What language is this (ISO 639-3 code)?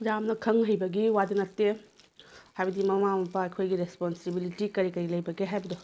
mni